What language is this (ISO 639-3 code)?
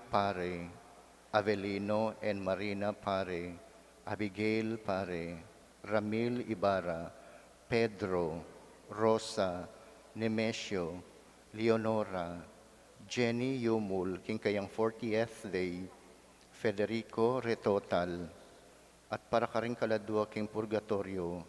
pam